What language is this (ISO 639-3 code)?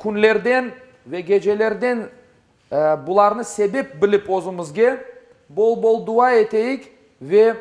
crh